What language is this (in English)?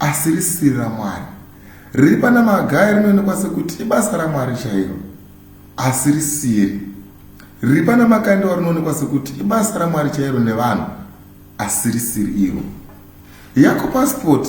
Shona